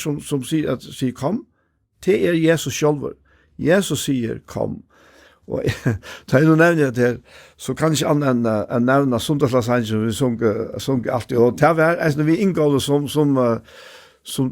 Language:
Faroese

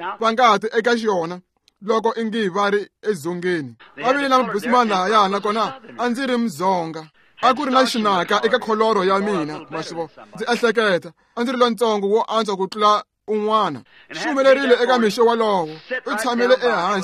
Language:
Tsonga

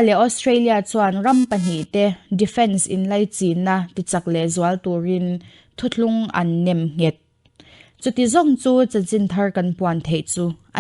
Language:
Mizo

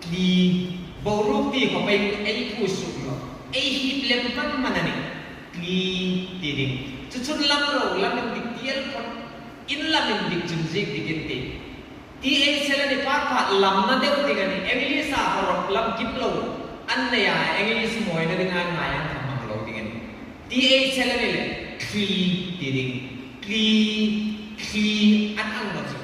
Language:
Hmar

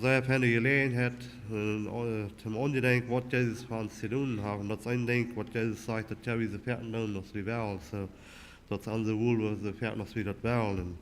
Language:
Plautdietsch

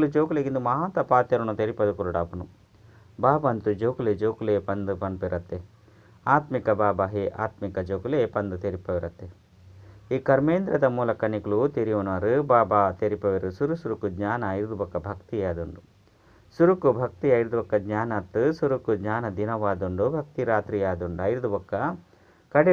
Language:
Tulu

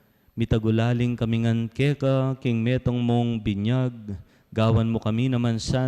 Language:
Pampanga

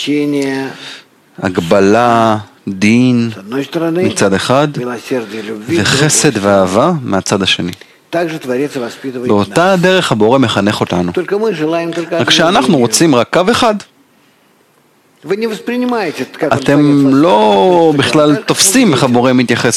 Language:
Hebrew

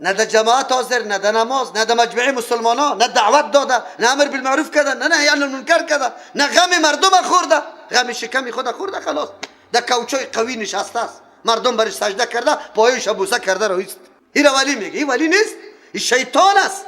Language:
Persian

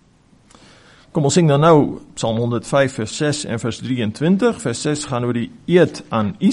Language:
Afrikaans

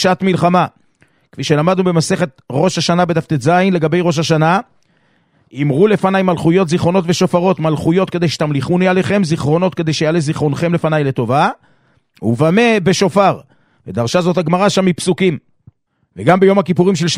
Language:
Hebrew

